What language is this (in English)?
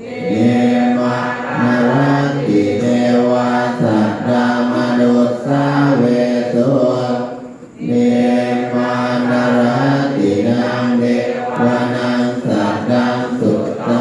Pali